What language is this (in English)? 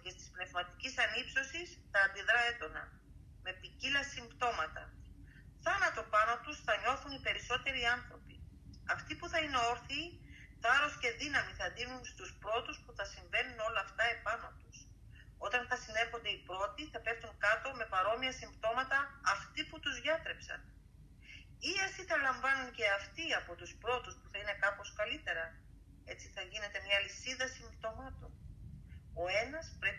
Greek